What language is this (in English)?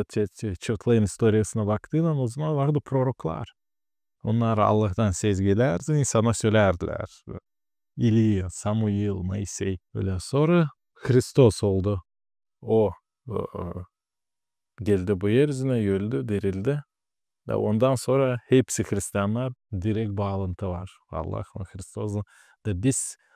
Gagauz